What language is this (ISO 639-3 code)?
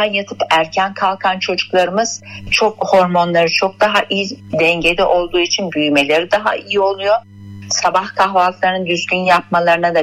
tur